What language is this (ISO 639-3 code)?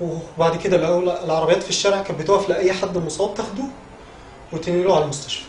arz